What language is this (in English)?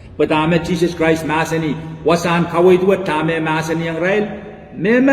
Pohnpeian